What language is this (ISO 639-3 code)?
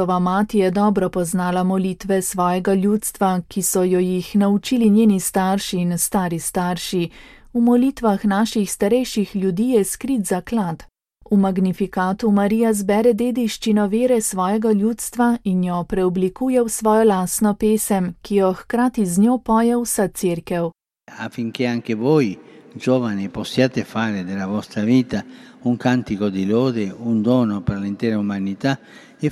slv